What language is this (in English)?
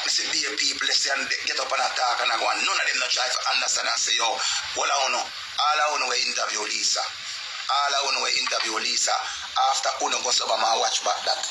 Jamaican Creole English